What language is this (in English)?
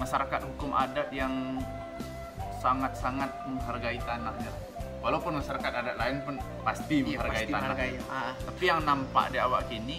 Minangkabau